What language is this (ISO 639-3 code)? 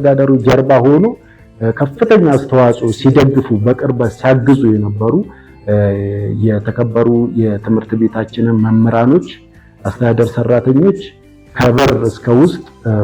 amh